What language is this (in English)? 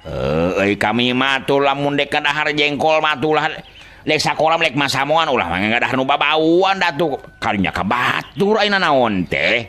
Sundanese